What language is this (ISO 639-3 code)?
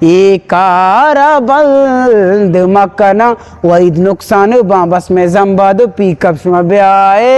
bgp